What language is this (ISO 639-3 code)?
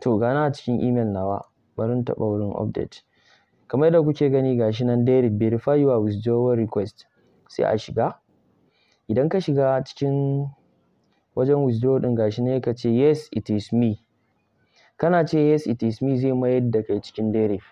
hau